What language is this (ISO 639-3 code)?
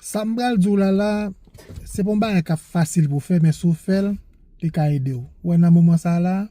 hat